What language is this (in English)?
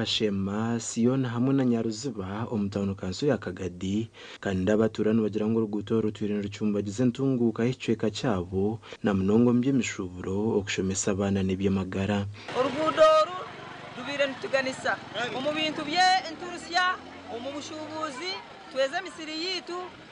Nyankole